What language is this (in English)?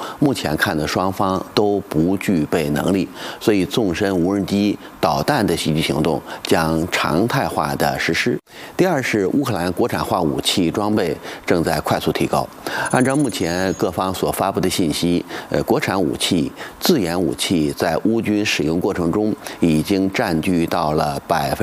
Chinese